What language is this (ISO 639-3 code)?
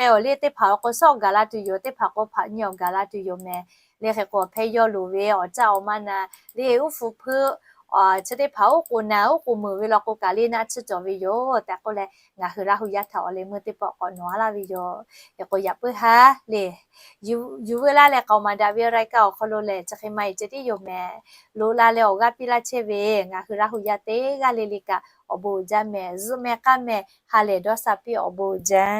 lhu